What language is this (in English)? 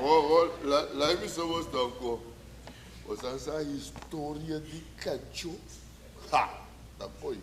Papiamento